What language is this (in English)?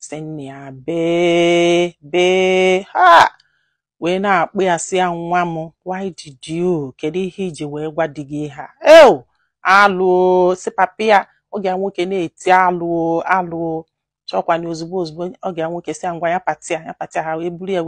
Igbo